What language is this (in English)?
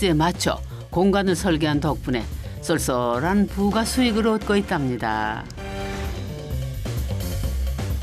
Korean